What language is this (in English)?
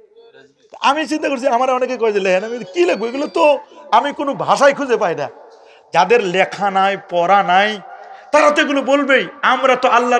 Sylheti